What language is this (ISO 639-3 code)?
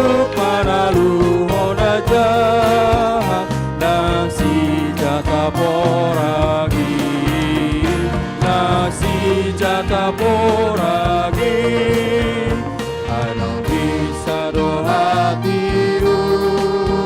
bbc